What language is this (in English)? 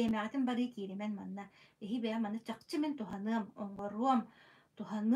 Yakut